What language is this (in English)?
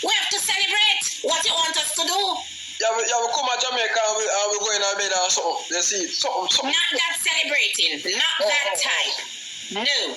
Jamaican Creole English